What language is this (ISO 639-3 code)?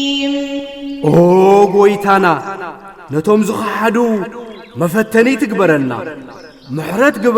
tir